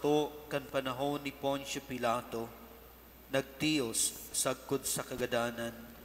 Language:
Bikol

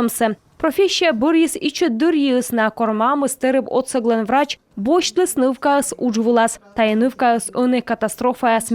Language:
Komi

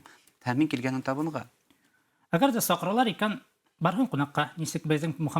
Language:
Bashkir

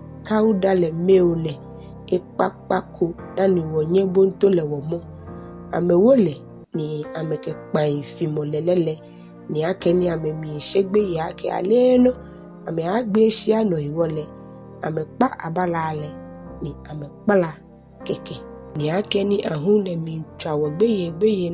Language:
Ga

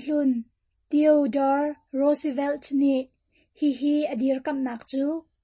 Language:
Hakha Chin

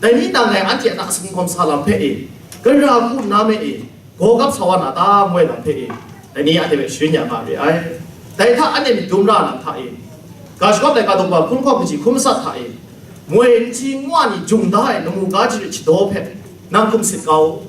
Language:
Kachin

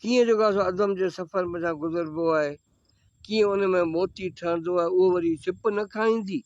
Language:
Sindhi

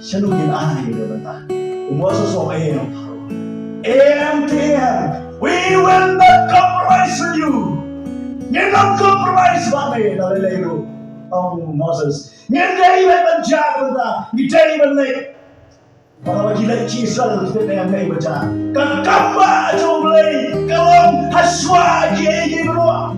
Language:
Khasi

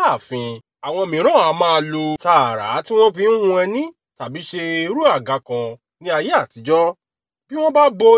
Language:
Yoruba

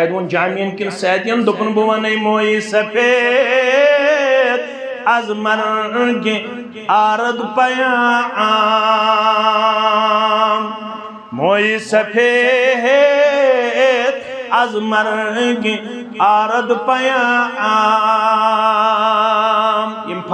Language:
Kashmiri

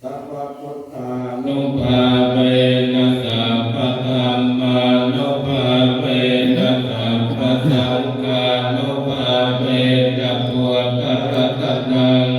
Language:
Pali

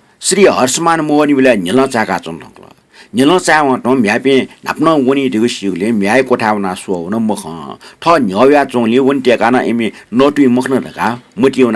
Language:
Newari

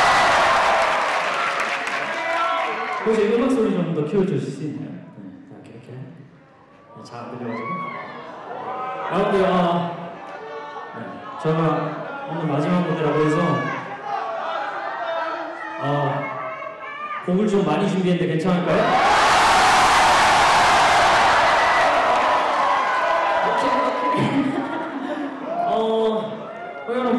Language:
Korean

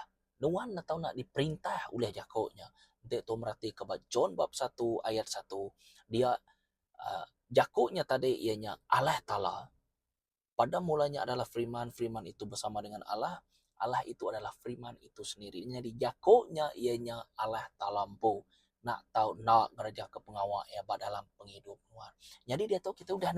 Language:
Iban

